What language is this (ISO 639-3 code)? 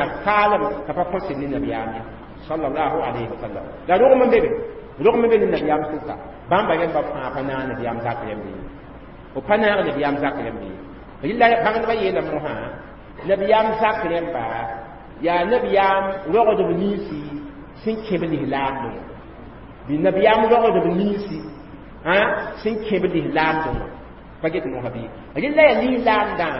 mos